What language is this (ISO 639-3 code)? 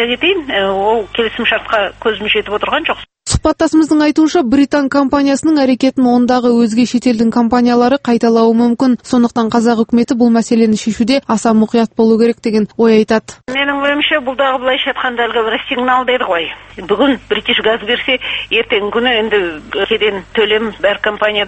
kaz